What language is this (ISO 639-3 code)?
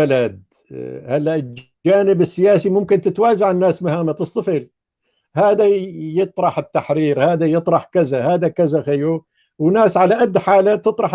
apc